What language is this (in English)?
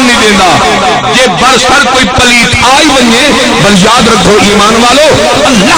Saraiki